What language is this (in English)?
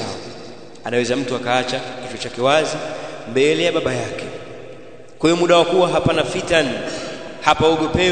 Swahili